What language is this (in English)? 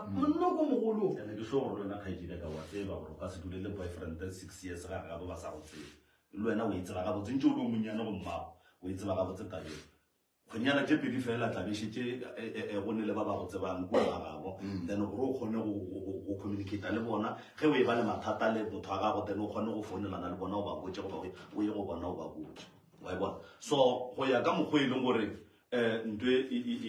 Northern Sotho